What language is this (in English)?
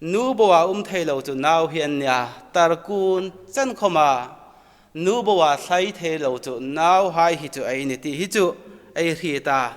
Hmar